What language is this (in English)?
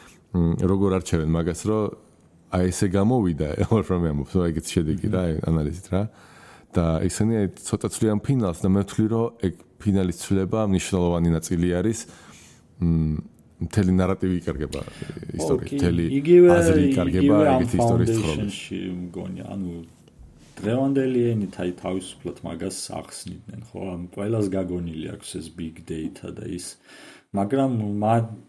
Georgian